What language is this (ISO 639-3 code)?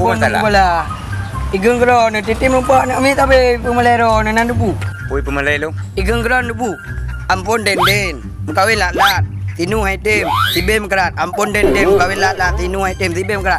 ace